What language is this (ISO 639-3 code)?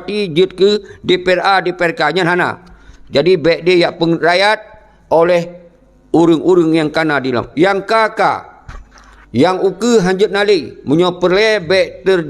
ace